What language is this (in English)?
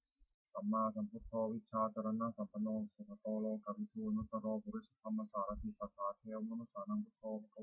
Pali